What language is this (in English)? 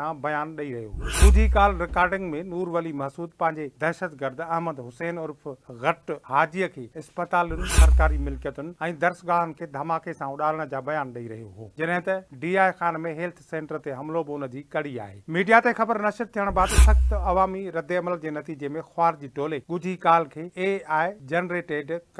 Sindhi